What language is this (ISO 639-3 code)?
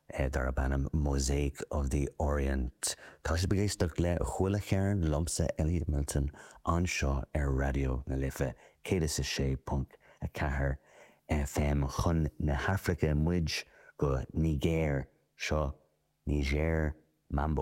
gle